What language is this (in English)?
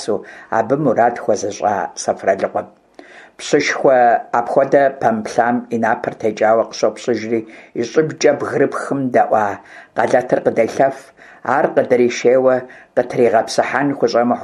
Kabardian